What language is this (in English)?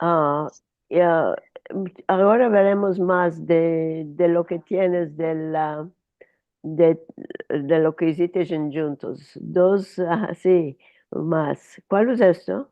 Ladino